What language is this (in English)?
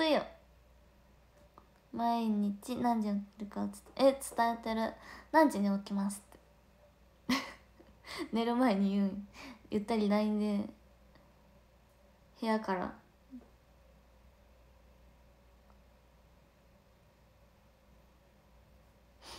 Japanese